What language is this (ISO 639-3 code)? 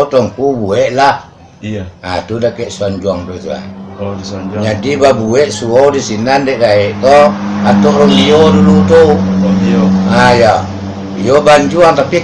min